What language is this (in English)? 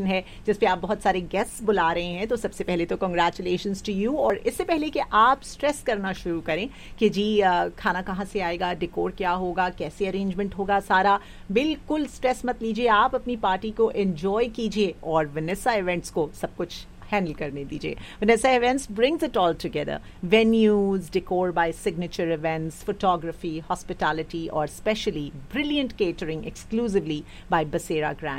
Hindi